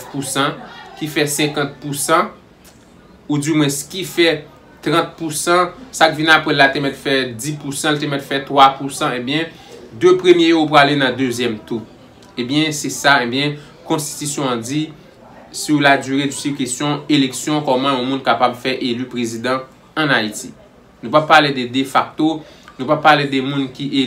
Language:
Haitian Creole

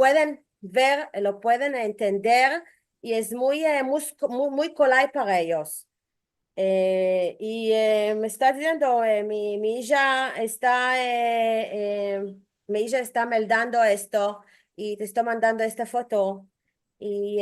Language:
Ladino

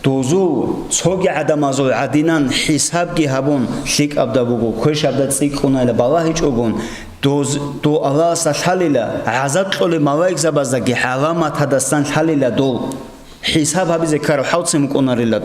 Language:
Avaric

